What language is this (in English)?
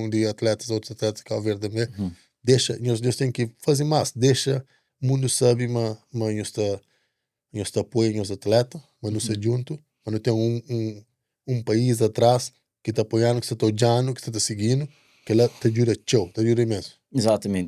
Kabuverdianu